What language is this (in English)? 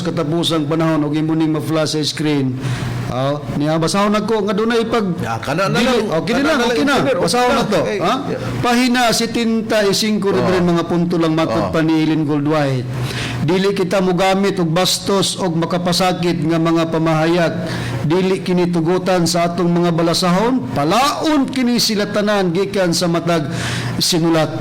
Cebuano